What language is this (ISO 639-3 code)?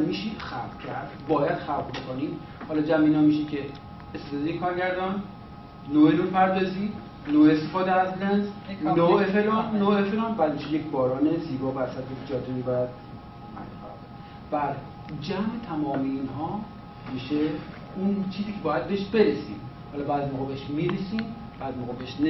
fas